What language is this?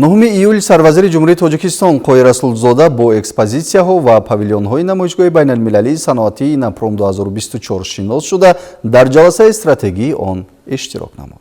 Tajik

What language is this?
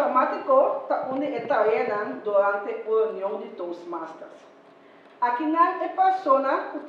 Papiamento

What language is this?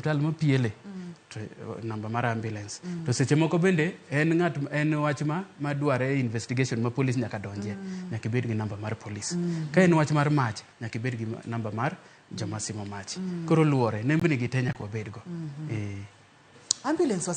Luo (Kenya and Tanzania)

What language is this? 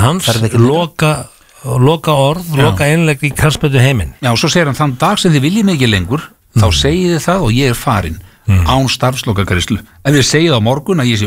Icelandic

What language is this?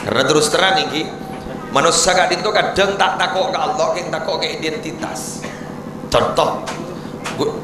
Madurese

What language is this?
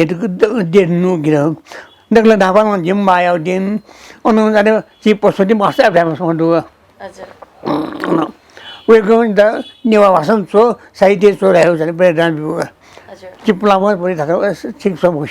Newari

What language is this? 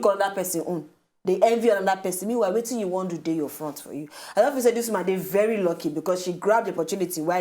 Nigerian Pidgin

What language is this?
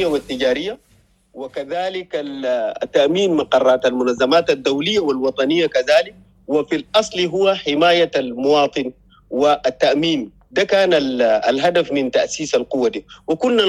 Sudanese Arabic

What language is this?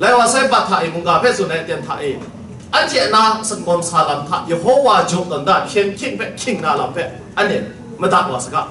Kachin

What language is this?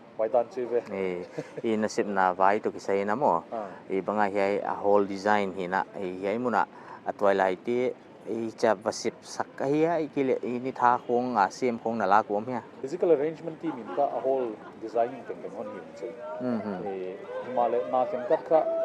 Paite Chin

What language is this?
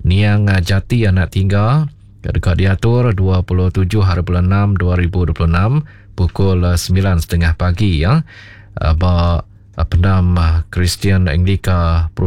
Iban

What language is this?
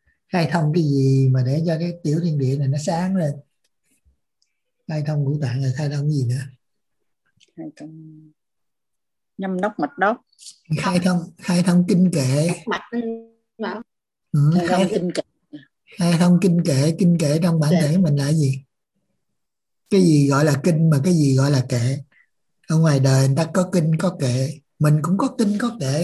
Vietnamese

